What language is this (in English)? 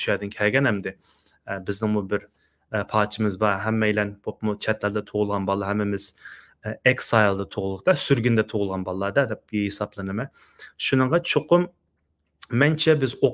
Uyghur